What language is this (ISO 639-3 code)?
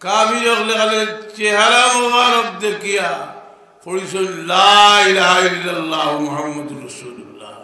syl